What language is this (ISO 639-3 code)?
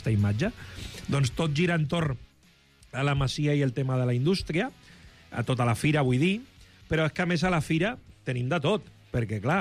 cat